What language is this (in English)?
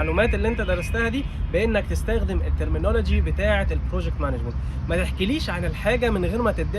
Egyptian Arabic